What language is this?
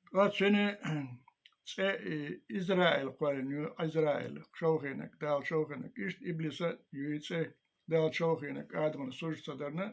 Chechen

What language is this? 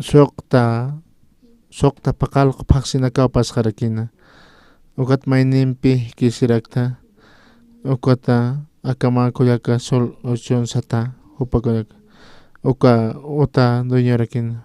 Aymara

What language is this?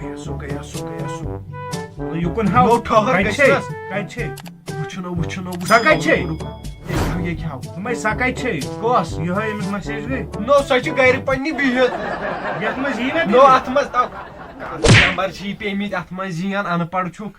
Kashmiri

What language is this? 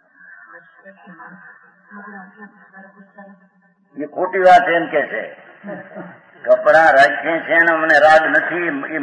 Gujarati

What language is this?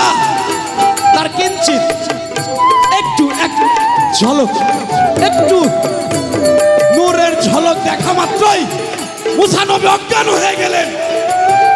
Bangla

